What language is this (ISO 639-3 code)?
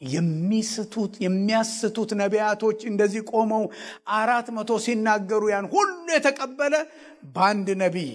amh